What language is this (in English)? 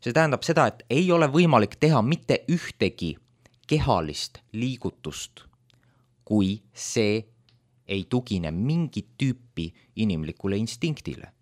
Estonian